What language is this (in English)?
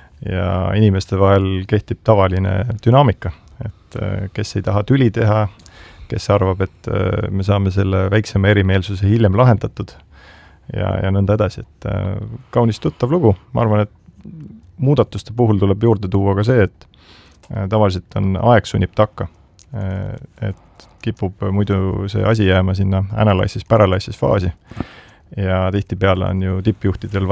Estonian